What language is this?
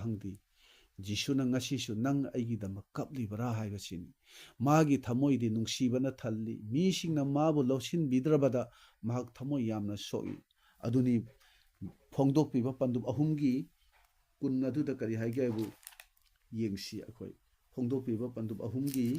Manipuri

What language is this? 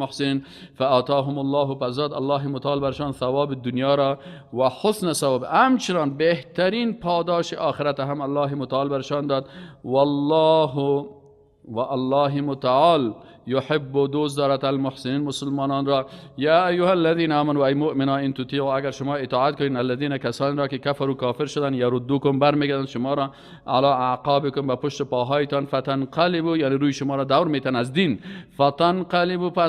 Persian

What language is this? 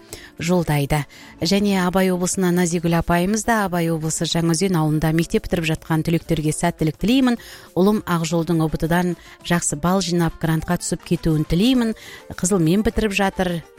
Kazakh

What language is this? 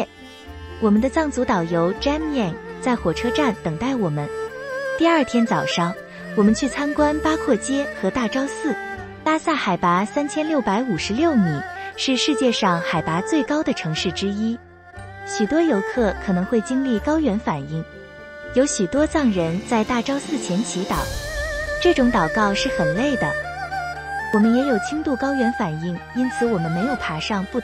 Chinese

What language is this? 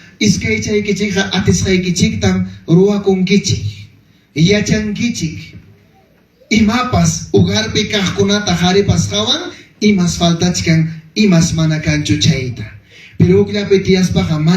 Ayacucho Quechua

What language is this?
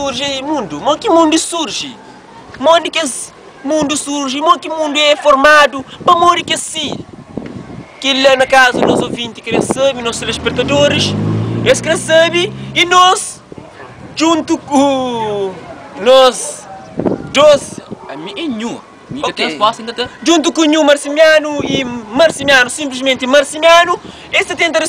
Kabuverdianu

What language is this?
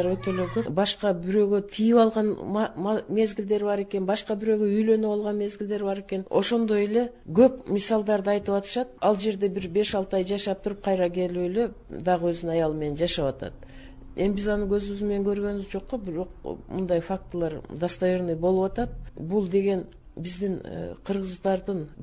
Kyrgyz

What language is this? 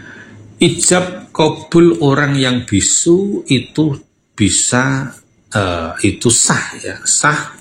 Indonesian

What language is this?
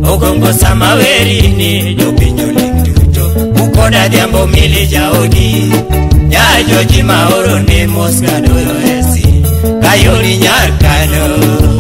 Luo (Kenya and Tanzania)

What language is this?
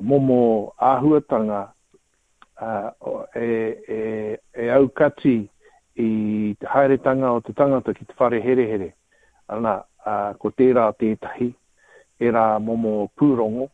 Māori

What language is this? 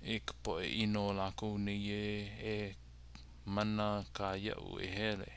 Hawaiian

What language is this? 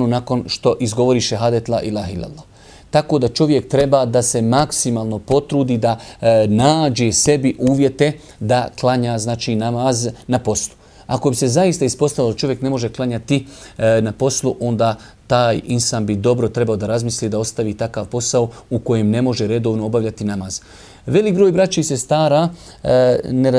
Bosnian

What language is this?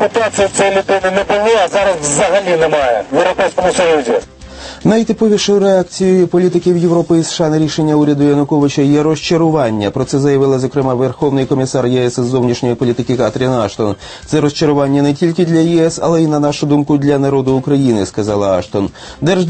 Ukrainian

